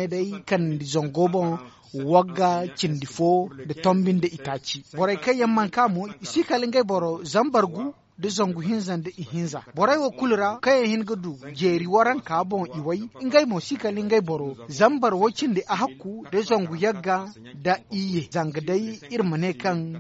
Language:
Zarma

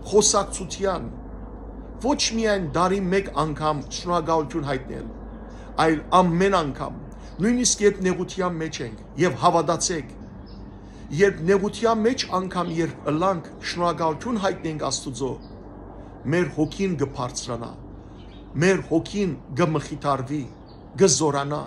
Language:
Armenian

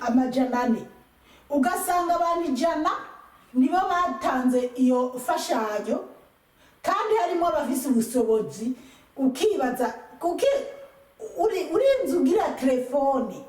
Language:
Rundi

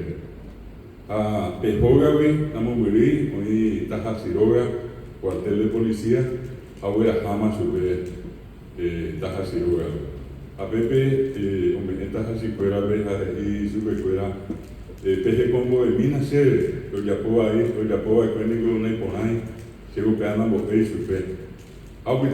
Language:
Guarani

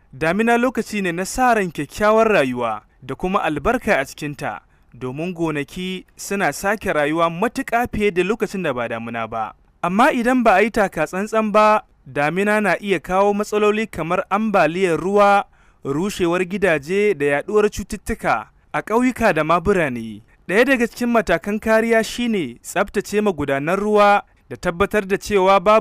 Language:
Hausa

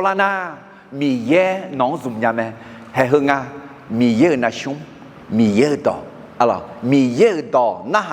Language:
Akha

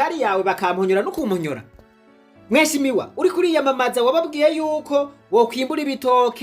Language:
Rundi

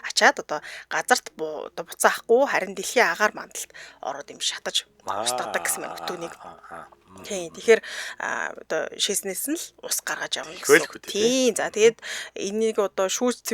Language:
Mongolian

